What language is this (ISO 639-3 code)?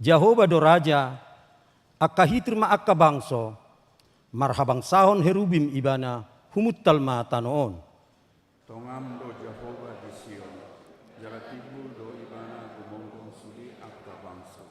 bbc